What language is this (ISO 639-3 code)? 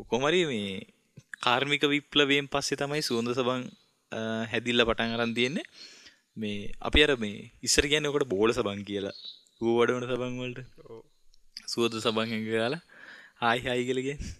sin